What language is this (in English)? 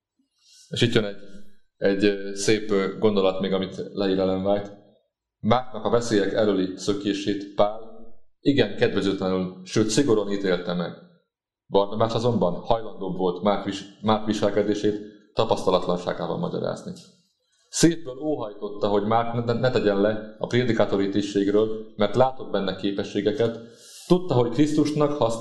Hungarian